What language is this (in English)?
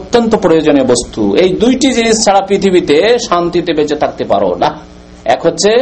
Bangla